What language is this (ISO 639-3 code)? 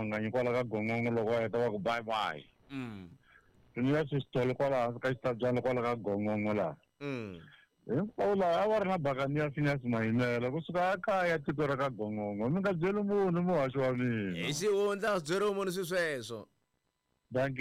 tso